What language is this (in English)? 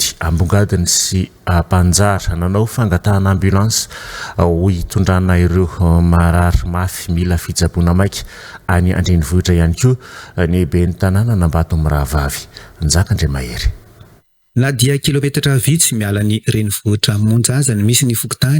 Malagasy